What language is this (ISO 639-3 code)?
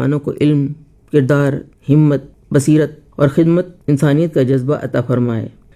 urd